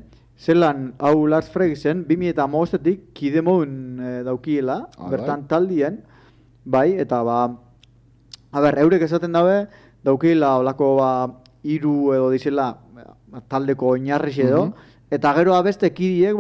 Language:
Basque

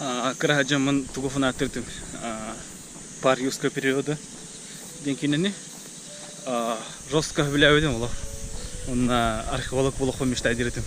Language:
Yakut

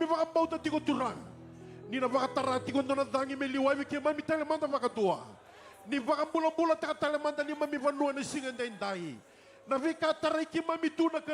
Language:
Fijian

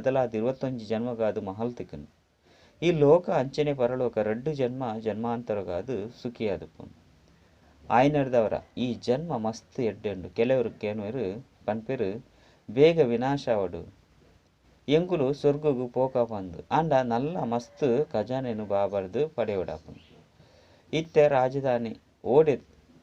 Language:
Tulu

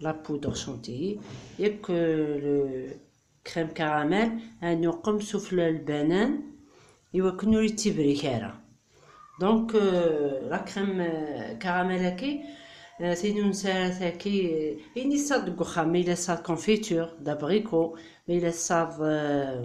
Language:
Kabyle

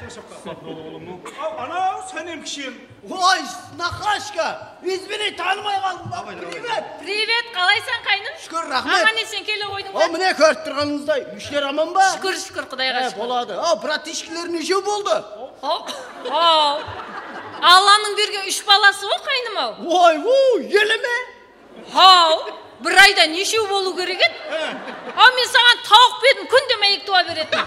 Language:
Kara-Kalpak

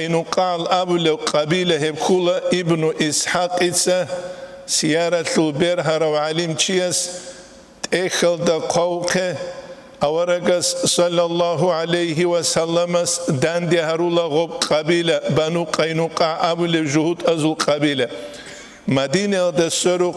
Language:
Avaric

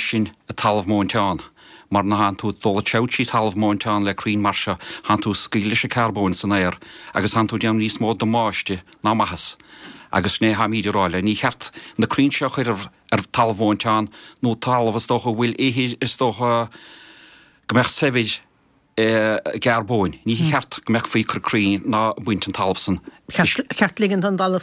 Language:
Irish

